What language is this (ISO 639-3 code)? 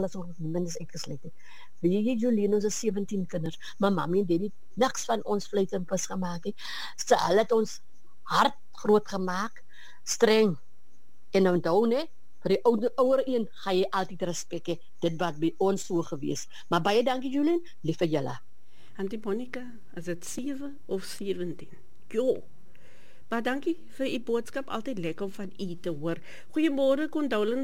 afr